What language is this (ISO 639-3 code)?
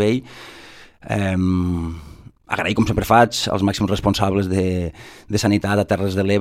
cat